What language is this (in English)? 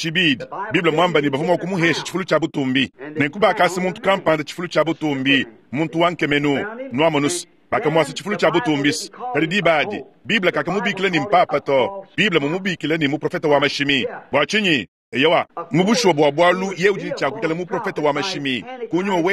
Luba-Lulua